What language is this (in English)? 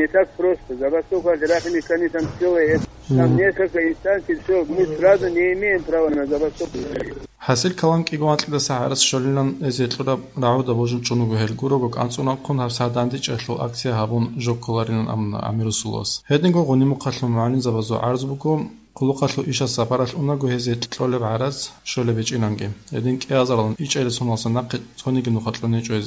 Avaric